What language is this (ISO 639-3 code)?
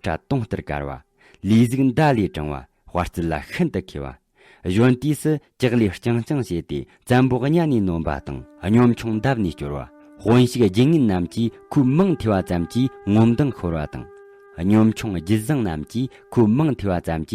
bod